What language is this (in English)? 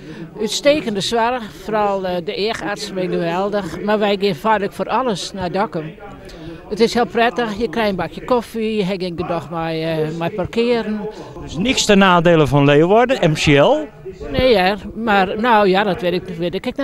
Western Frisian